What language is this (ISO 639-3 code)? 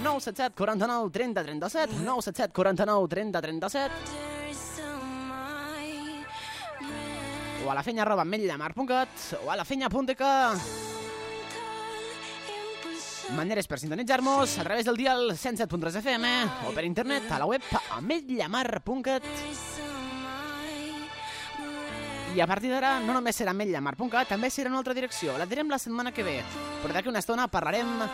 cat